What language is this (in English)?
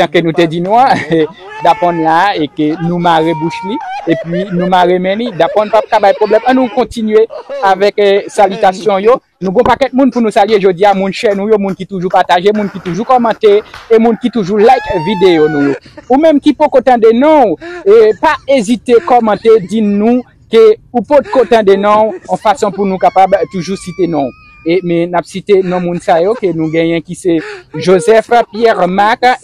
Haitian Creole